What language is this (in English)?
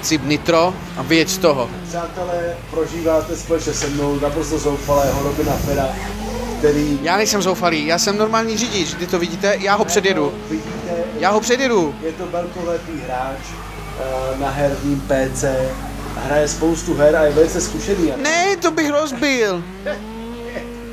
Czech